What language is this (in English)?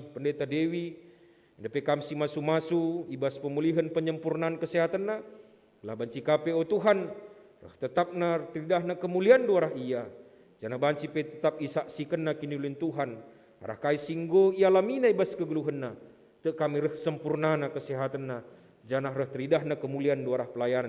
Batak Karo